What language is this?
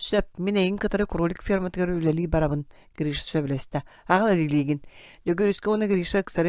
Yakut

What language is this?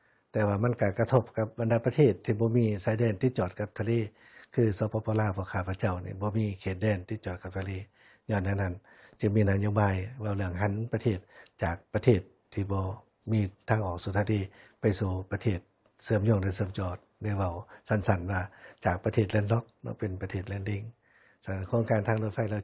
Lao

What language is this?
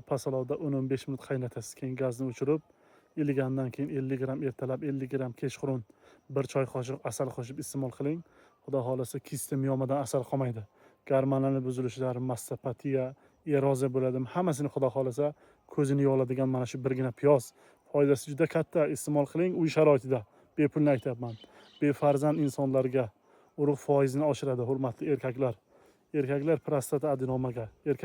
Uzbek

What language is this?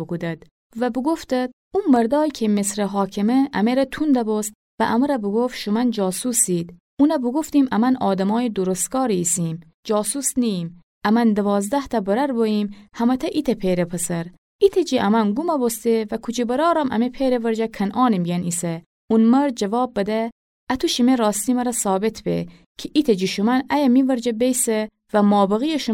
Gilaki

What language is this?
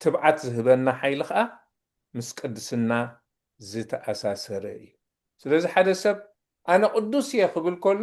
Tigrinya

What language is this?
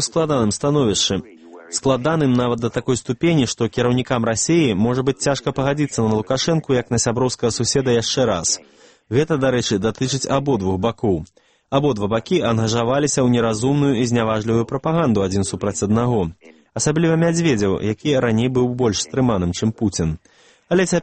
Belarusian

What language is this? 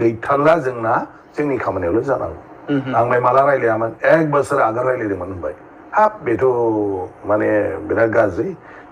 Bodo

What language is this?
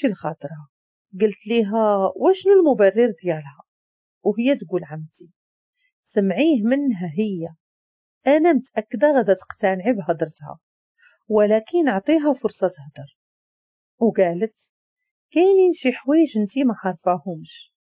Moroccan Arabic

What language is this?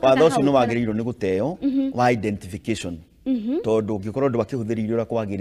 Kikuyu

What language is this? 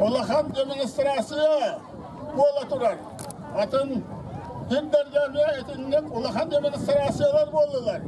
Yakut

